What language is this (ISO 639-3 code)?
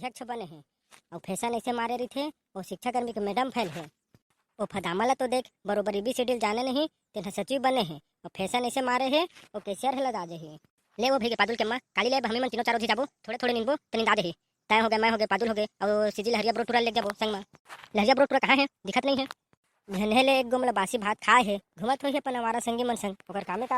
hne